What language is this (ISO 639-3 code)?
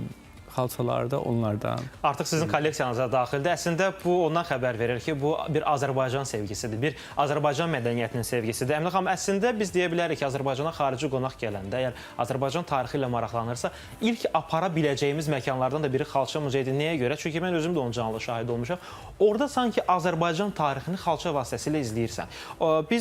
aze